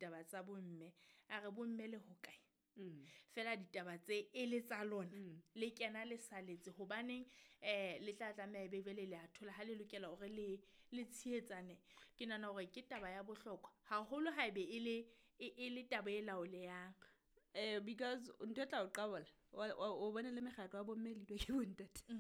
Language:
Southern Sotho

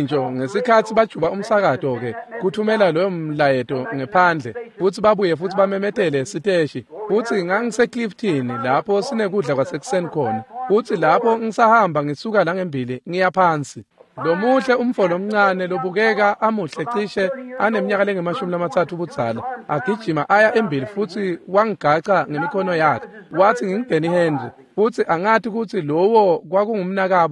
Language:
Swati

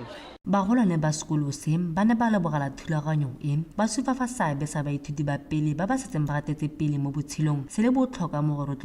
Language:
Tswana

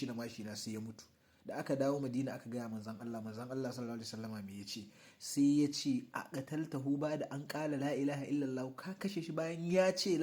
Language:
Hausa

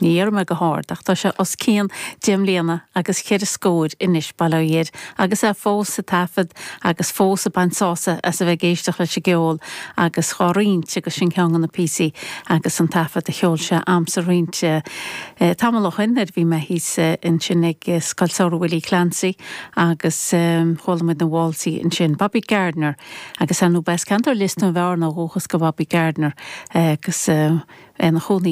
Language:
Irish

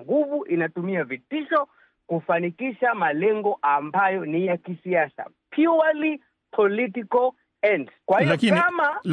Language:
Swahili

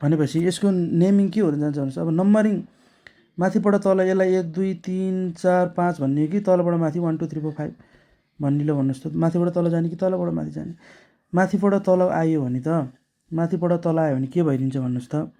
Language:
Nepali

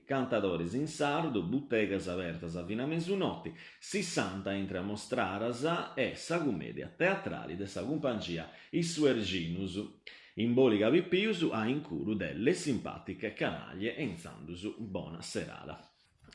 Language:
Sardinian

